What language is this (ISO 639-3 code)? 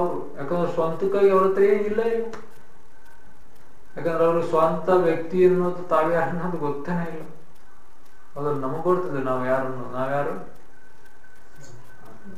kan